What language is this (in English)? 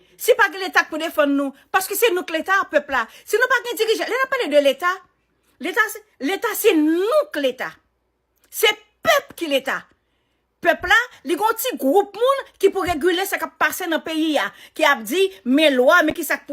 Haitian Creole